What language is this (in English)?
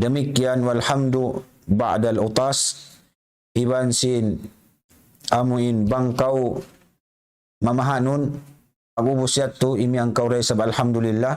Tausug